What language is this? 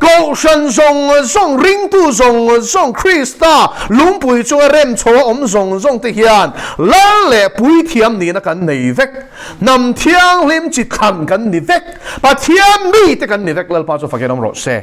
Mizo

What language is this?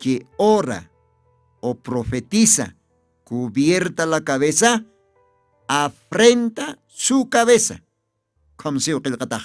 Aymara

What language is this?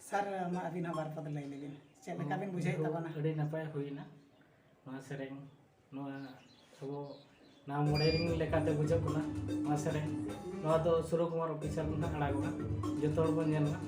Santali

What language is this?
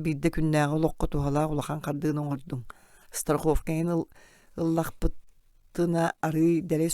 Yakut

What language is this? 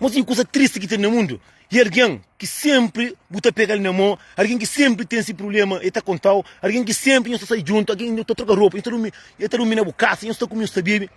Kabuverdianu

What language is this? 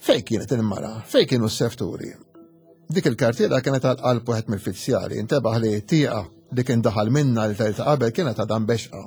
Maltese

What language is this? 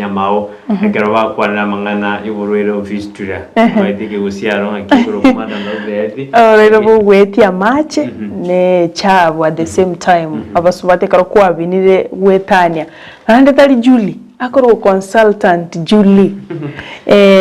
Gusii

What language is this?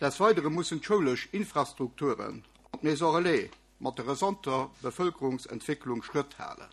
Luxembourgish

